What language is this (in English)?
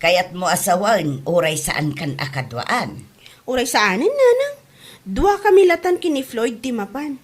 Iloko